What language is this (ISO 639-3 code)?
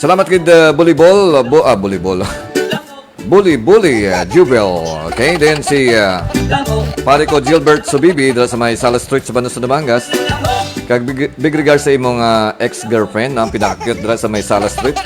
hil